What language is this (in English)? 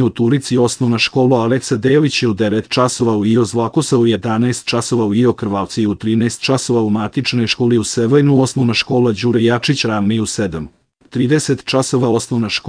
Serbian